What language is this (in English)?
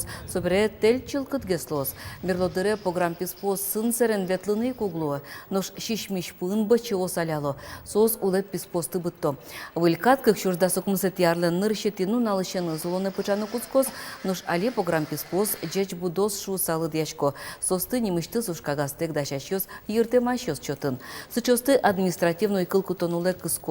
Udmurt